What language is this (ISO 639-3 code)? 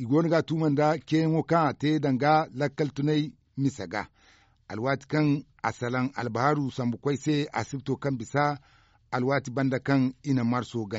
dje